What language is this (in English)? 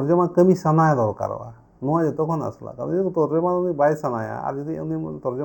Santali